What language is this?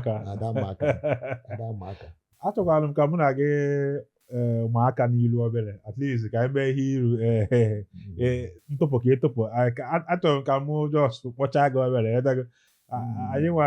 Igbo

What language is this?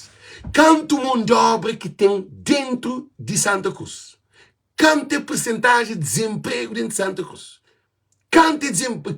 Kabuverdianu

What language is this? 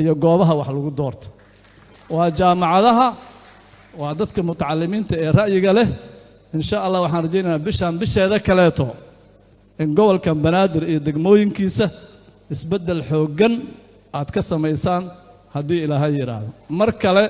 Somali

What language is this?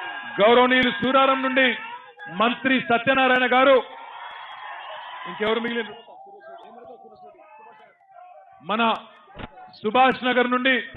Telugu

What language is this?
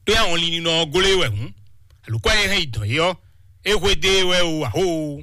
Fon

